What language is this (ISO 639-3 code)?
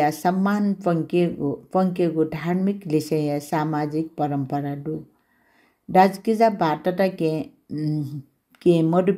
new